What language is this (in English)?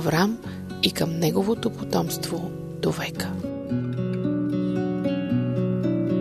Bulgarian